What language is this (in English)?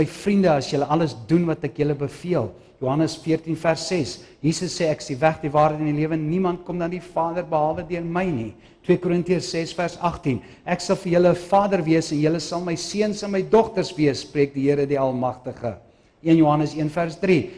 Afrikaans